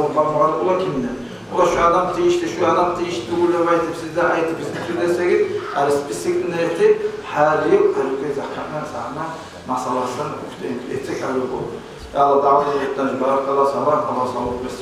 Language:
Kumyk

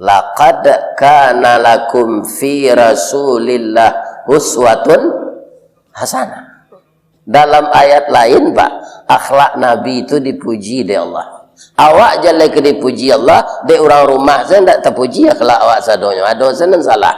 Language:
Minangkabau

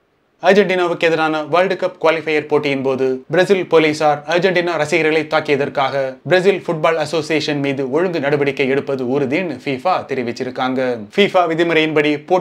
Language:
Tamil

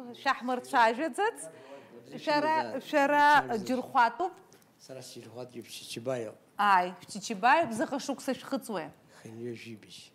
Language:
Abkhazian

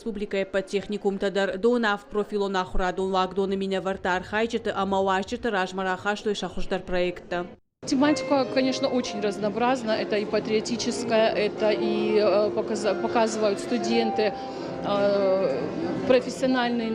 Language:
Ossetic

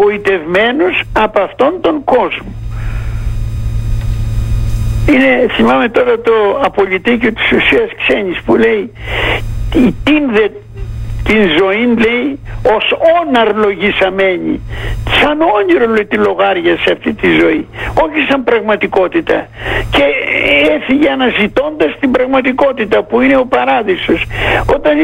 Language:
Greek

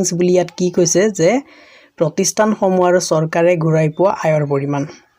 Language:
Assamese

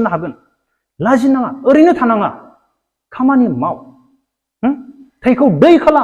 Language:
Bodo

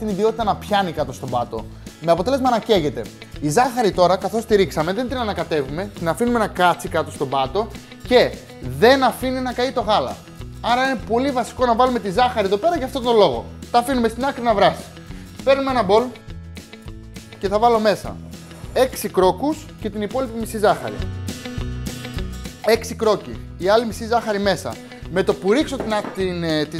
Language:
Greek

